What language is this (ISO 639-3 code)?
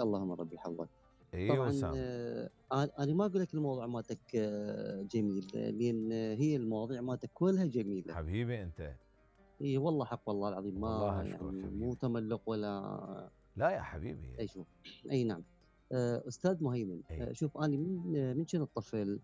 acm